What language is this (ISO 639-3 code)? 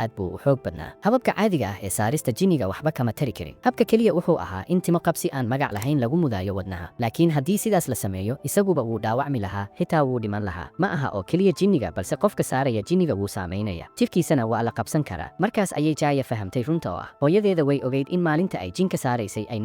som